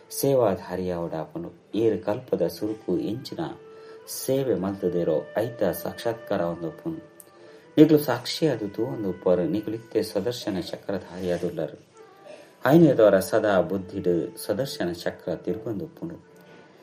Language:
Tulu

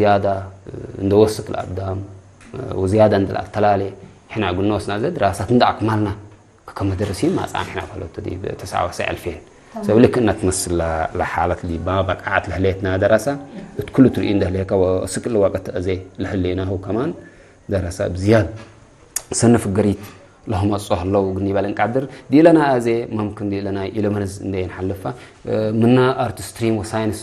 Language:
Tigre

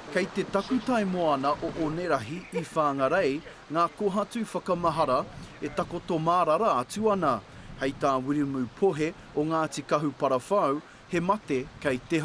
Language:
Māori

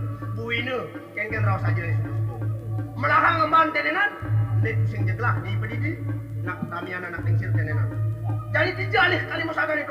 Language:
Balinese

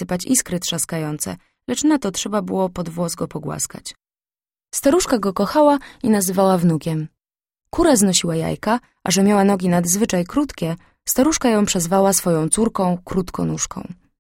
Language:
Polish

